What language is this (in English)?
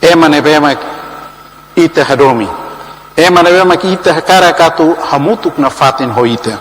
Tetum